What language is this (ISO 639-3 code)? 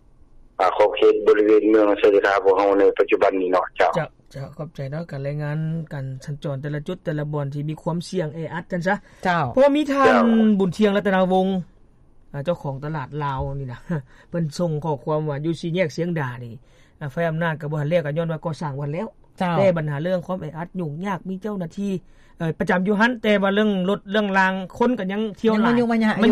lao